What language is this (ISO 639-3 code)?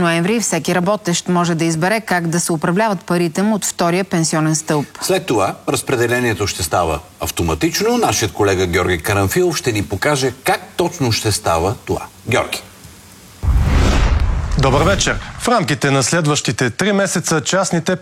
bul